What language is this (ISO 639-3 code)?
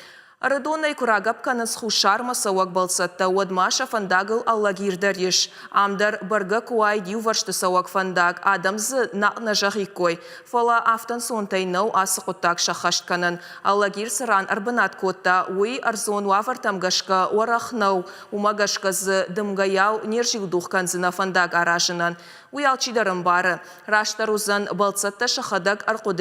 oss